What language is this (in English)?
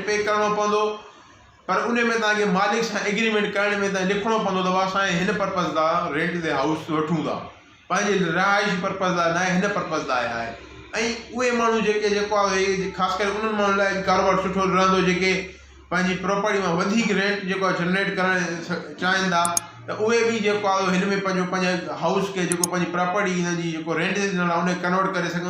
Sindhi